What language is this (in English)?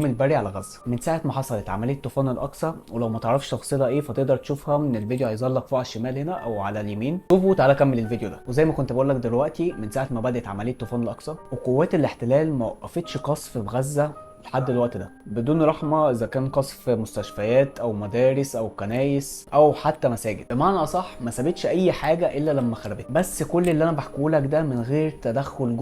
Egyptian Arabic